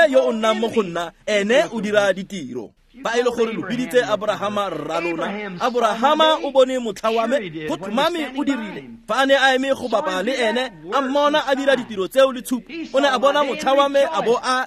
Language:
Tswana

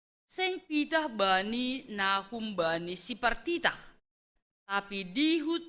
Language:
Batak Simalungun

